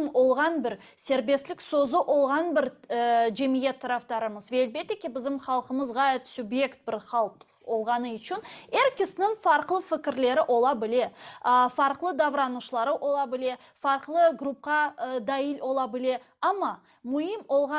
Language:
Crimean Tatar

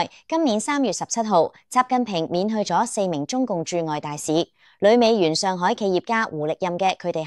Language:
Cantonese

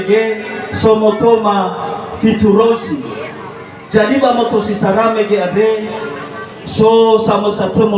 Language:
Nias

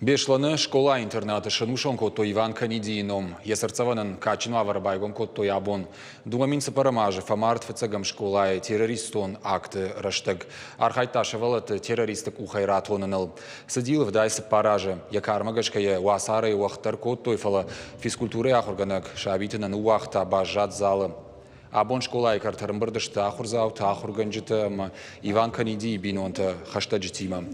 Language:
Ossetic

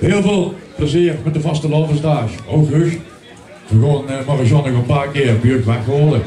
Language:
Limburgish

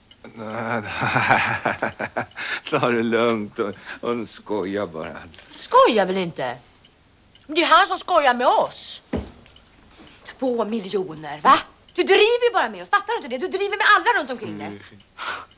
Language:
Swedish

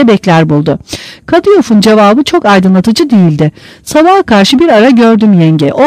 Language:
Turkish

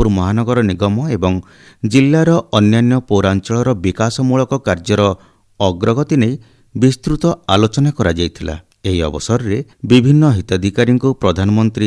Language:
Odia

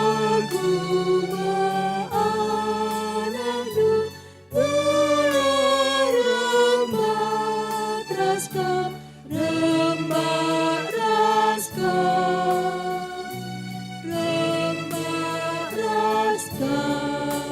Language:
Batak Karo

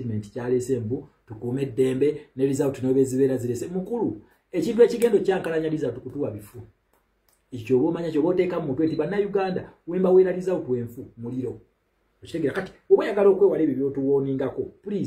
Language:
Ganda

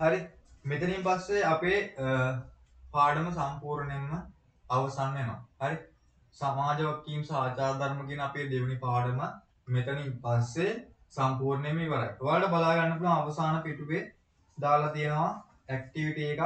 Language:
Sinhala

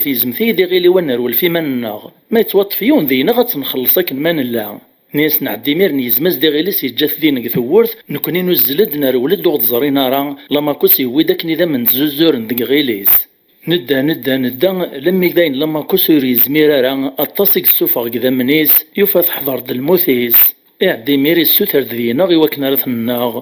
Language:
Kabyle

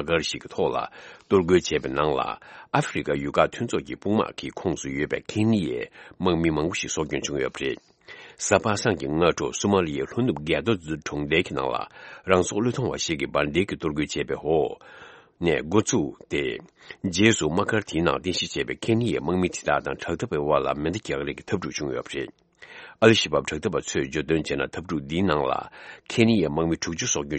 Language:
Tibetan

